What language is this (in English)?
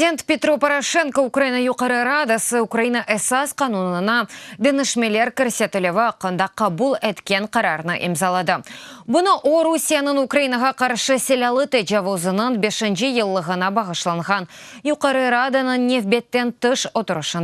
Crimean Tatar